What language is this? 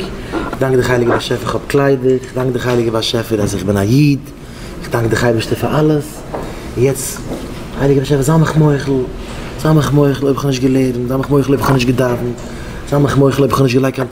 Yiddish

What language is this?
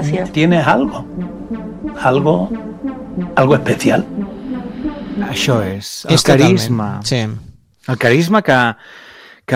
Catalan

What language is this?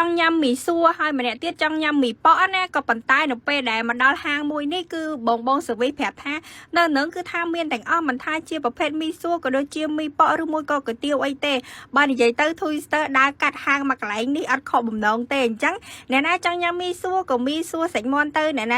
Khmer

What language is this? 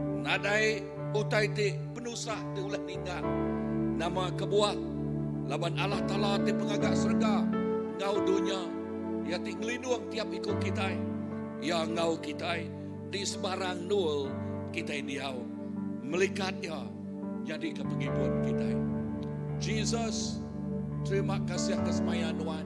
Iban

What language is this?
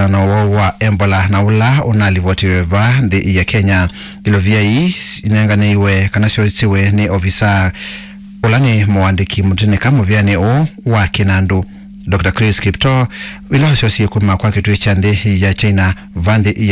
Kamba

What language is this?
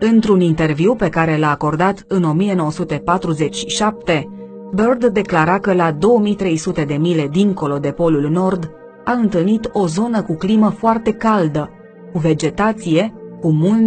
Romanian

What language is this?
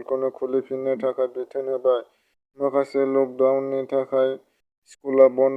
Bodo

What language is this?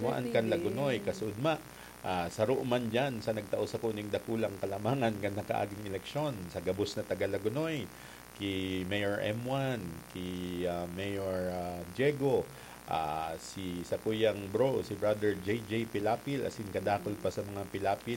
Bikol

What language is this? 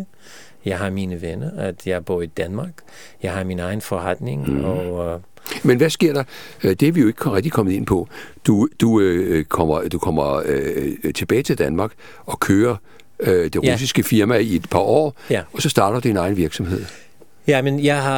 Danish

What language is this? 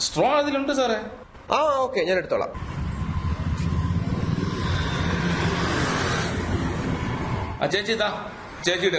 Malayalam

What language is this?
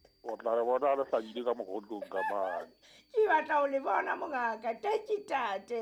Southern Sotho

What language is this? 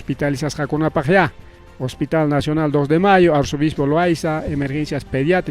Ayacucho Quechua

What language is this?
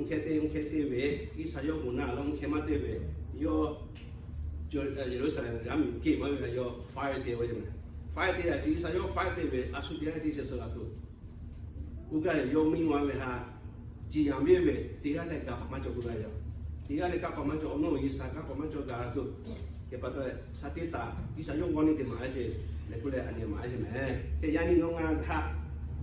Lahu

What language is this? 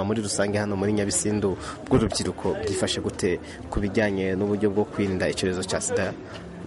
Kinyarwanda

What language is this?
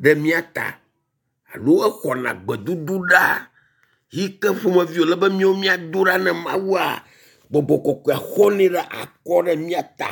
Ewe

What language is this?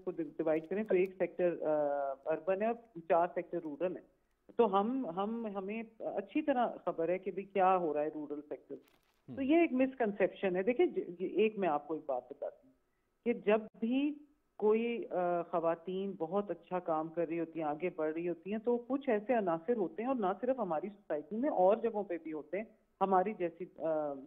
Urdu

